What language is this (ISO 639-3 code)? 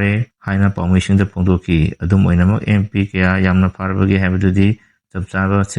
mni